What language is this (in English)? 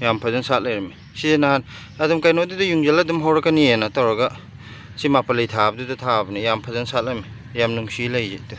Manipuri